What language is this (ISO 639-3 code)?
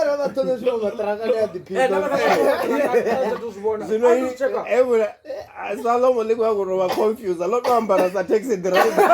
ven